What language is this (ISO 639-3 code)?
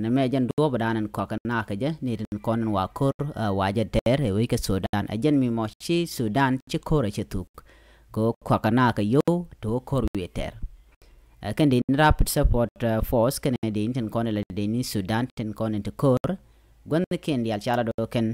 nus